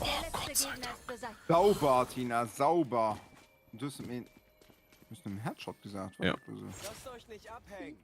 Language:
Luxembourgish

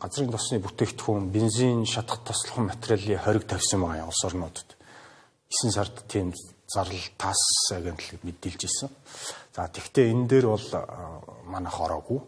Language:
Mongolian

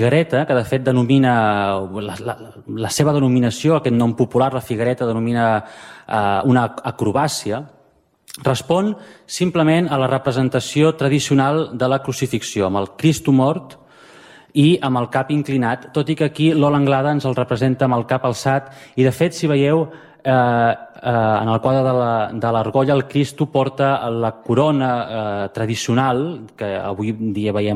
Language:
Catalan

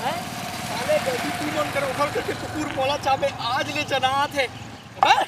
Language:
Chhattisgarhi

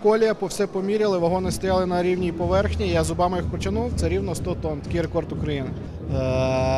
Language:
Ukrainian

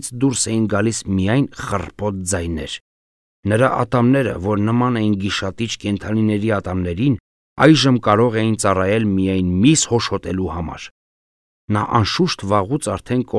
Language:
Armenian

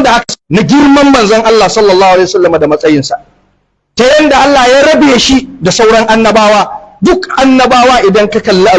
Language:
Hausa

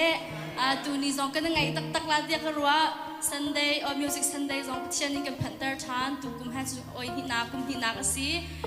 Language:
Hakha Chin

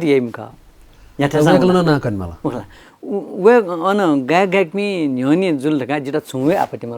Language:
Newari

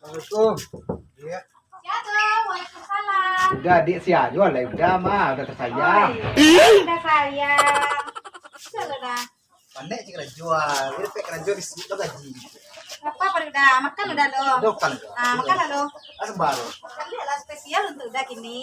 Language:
Minangkabau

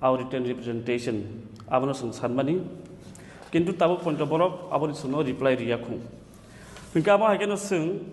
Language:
Kok Borok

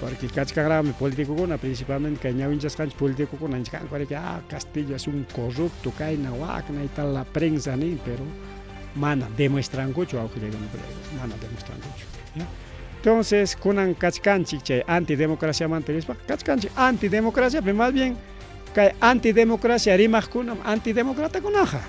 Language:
Ayacucho Quechua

